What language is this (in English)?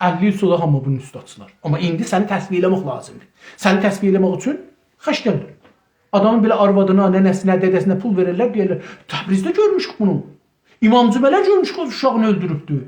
South Azerbaijani